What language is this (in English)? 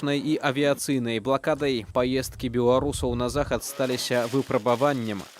Belarusian